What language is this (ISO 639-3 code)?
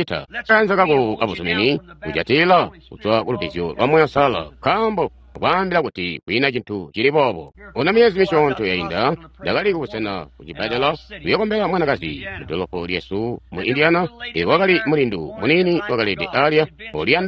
toi